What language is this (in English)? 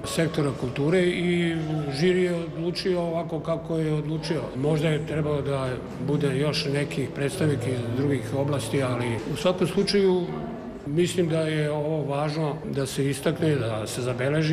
Serbian